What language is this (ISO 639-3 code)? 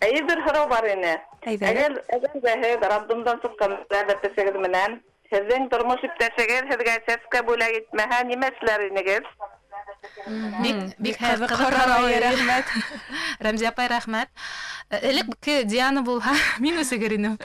bak